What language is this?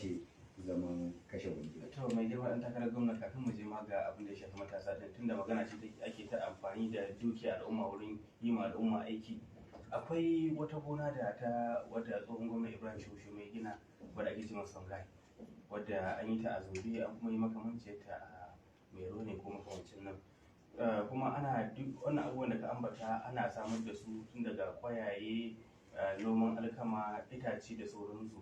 Hausa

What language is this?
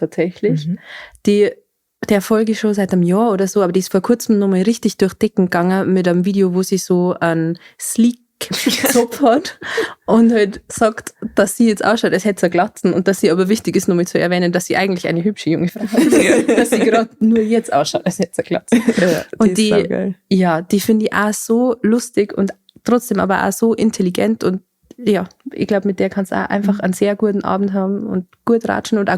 Bavarian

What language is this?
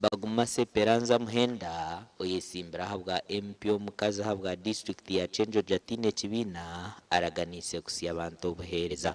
Nyankole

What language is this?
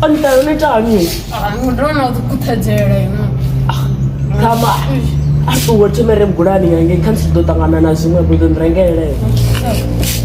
Venda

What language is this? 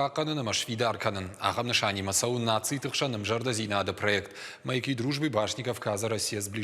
Ossetic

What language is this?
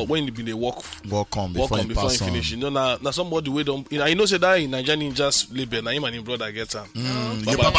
Nigerian Pidgin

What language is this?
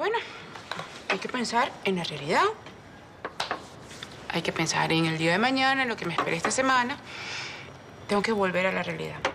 Spanish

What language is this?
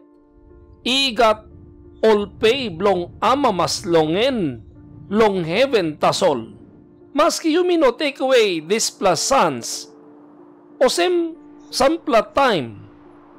Tok Pisin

